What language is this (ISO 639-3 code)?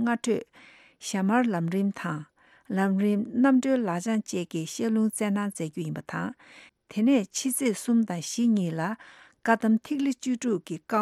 bod